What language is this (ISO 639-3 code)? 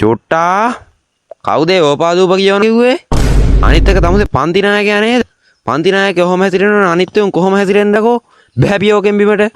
sin